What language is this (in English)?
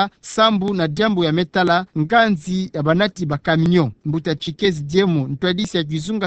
Kituba (Democratic Republic of Congo)